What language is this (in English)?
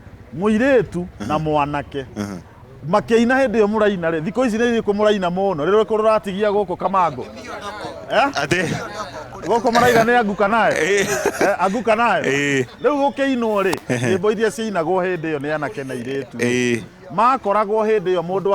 Kikuyu